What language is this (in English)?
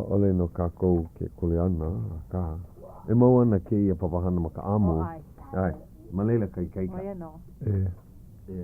Hawaiian